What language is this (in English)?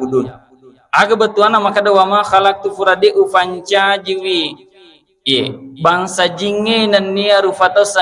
Buginese